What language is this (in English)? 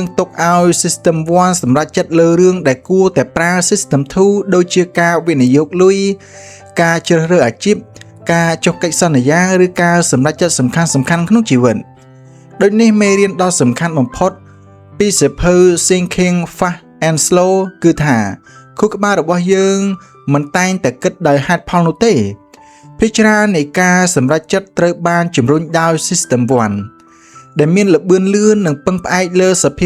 Khmer